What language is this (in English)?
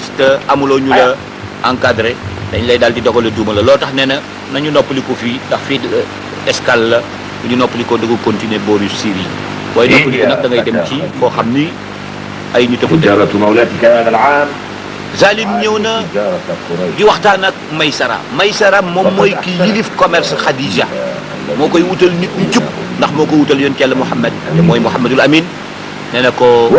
Wolof